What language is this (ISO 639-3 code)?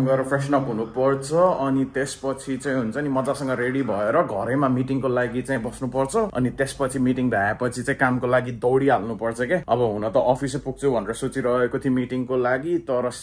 nep